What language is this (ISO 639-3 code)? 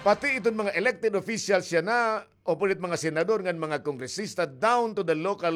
war